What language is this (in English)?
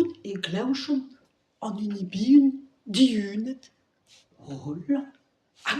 Breton